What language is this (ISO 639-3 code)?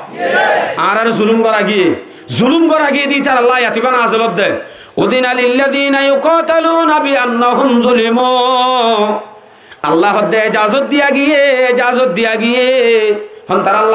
rhg